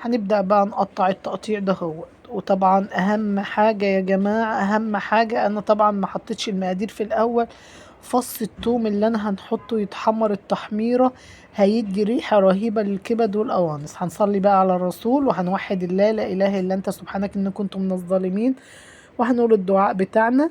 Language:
Egyptian Arabic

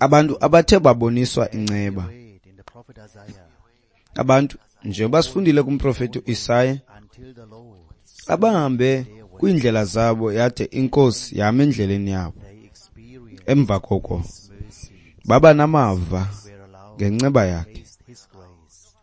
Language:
Xhosa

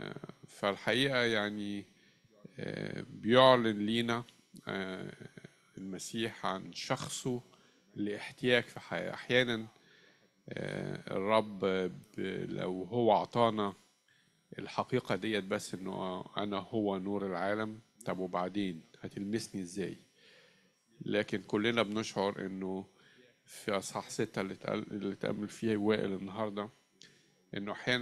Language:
Egyptian Arabic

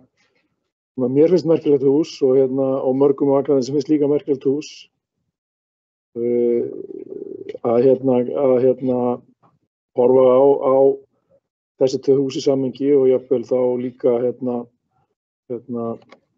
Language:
Icelandic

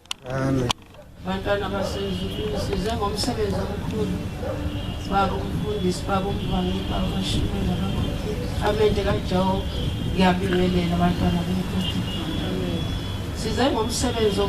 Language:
Zulu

